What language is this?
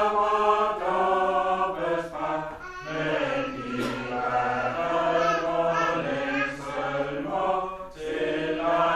Danish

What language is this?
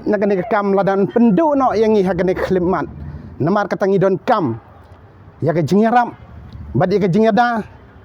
Khasi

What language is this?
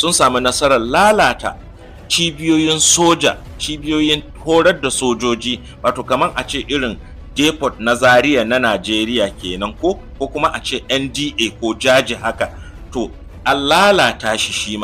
Hausa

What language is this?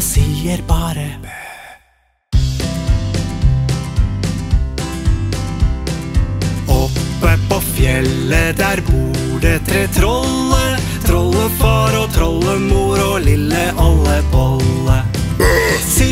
Norwegian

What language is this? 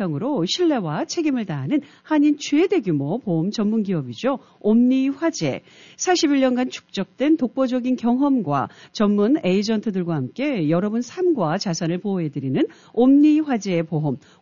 Korean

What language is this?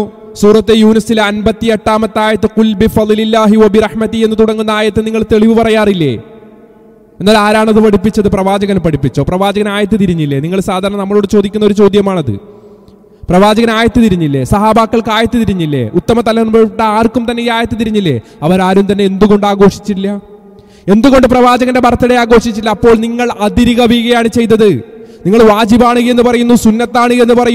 Malayalam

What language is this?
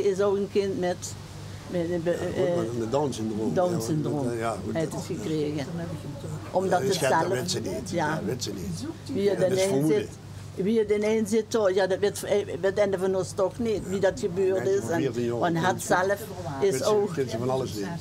Limburgish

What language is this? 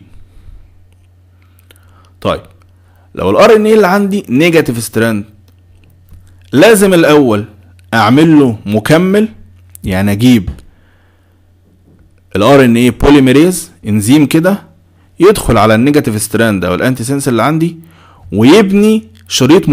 Egyptian Arabic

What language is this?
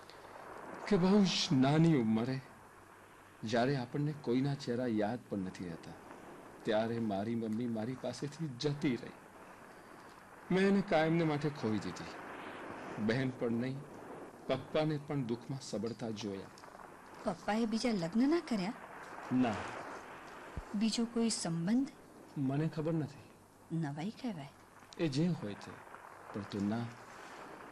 Gujarati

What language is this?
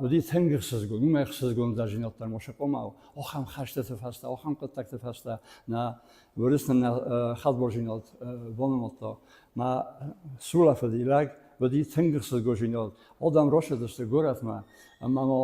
Ossetic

